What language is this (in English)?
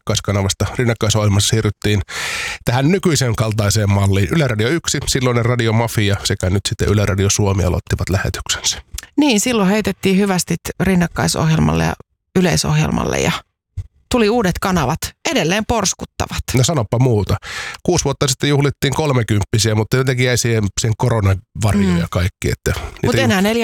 Finnish